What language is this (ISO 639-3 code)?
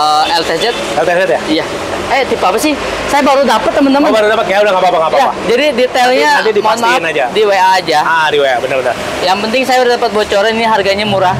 ind